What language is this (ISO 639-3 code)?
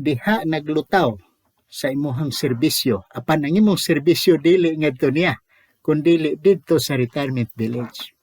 ceb